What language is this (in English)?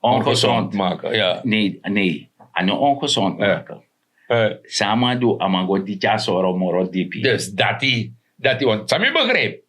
Sranan Tongo